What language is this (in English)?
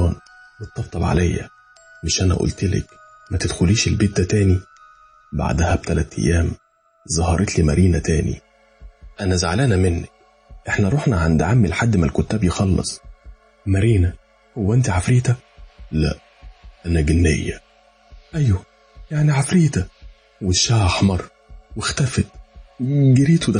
Egyptian Arabic